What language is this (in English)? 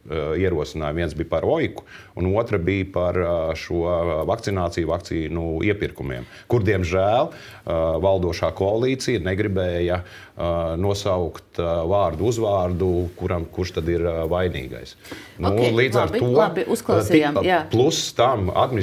Latvian